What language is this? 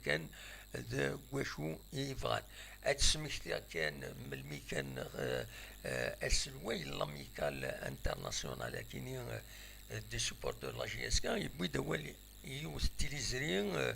Kabyle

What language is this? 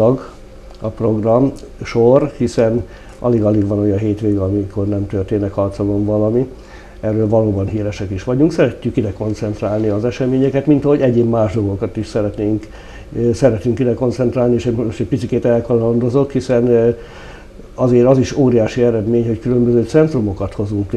Hungarian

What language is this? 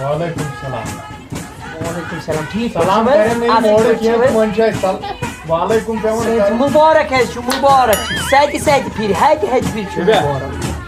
Kashmiri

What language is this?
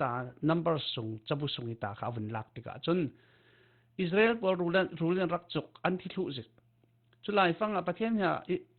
Falam Chin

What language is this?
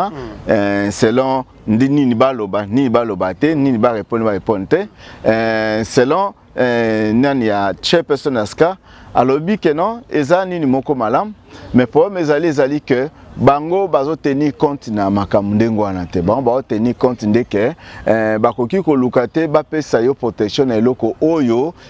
Lingala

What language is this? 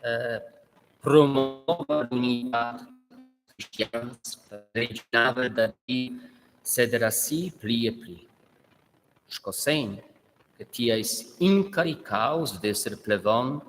Romansh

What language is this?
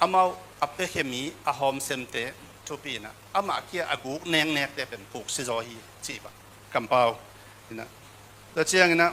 Tedim Chin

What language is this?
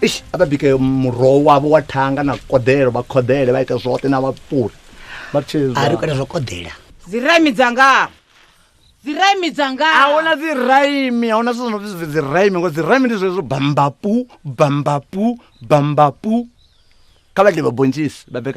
Venda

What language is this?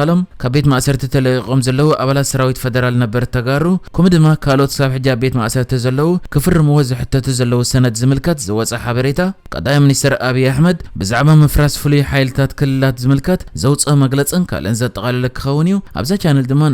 Tigrinya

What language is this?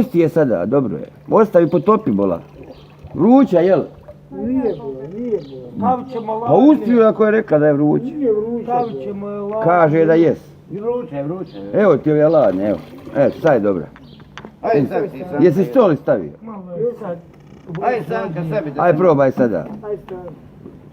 Bosnian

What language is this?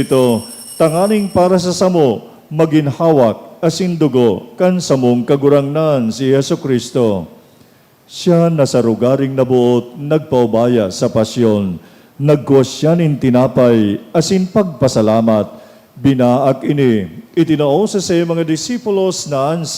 Bikol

